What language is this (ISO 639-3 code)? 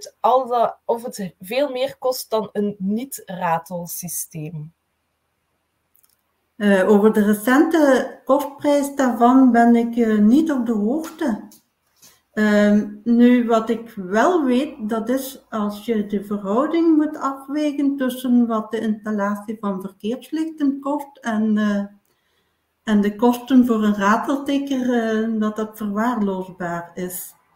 nld